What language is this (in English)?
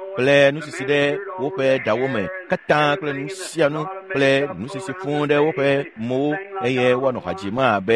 Ewe